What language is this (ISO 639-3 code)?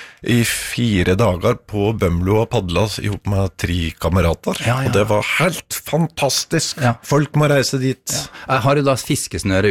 nor